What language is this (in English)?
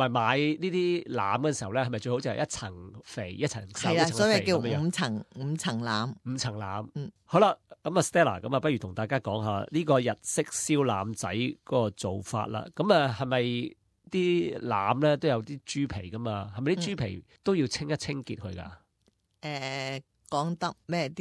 Cantonese